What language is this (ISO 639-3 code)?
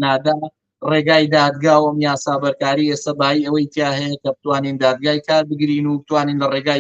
ckb